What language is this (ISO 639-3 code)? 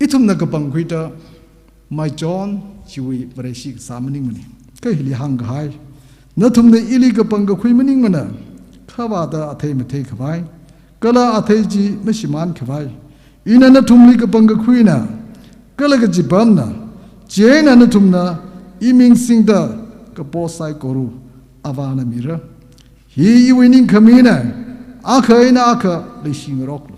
nmf